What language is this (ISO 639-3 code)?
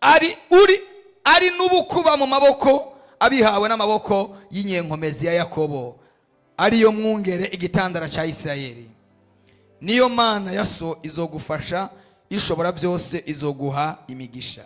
run